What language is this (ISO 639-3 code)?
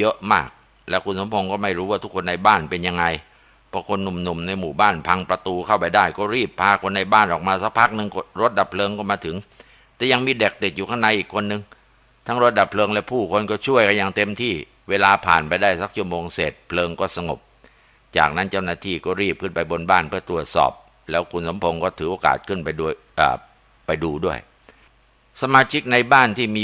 tha